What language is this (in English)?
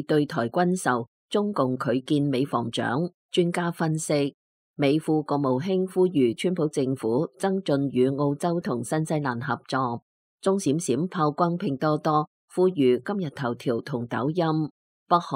Cantonese